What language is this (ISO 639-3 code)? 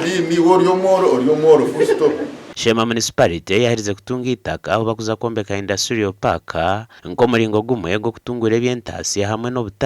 nyn